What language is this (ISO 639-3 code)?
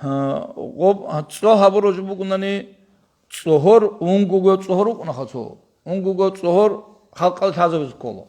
ava